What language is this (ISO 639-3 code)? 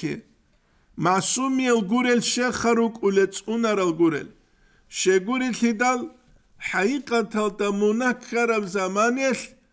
ava